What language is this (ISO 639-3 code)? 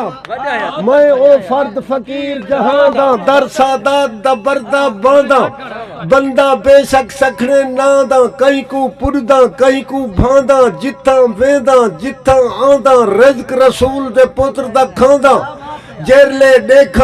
skr